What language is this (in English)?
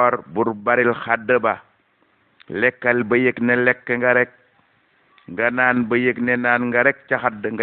Wolof